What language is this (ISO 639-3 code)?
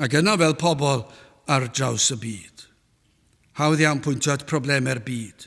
cym